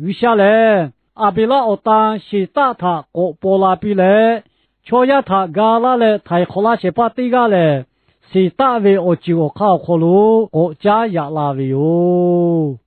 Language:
Lahu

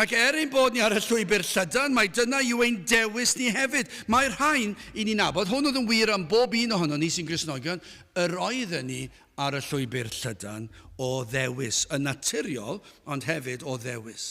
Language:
Welsh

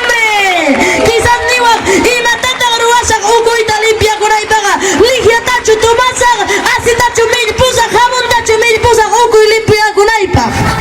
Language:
Ayacucho Quechua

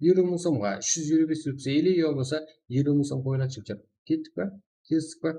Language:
Kara-Kalpak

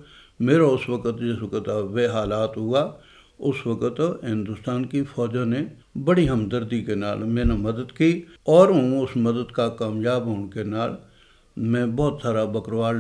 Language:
Gujari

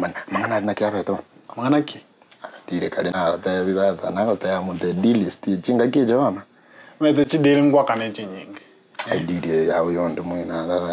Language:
Gusii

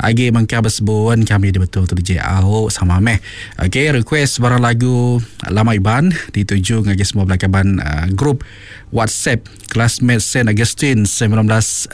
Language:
Iban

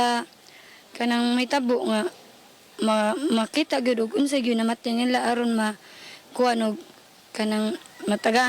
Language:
Cebuano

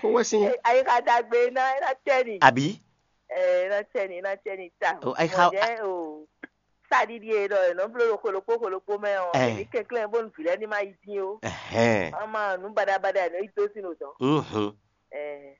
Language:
Fon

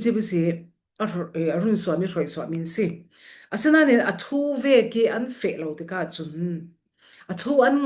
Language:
Falam Chin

